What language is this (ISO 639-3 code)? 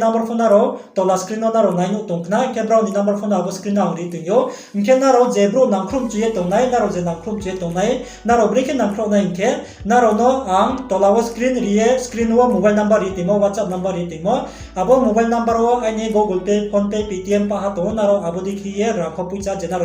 ria